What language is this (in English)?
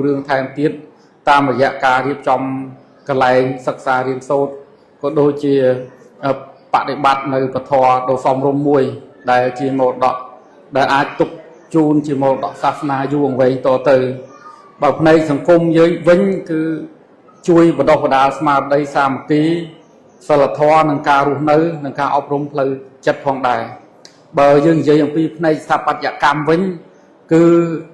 Khmer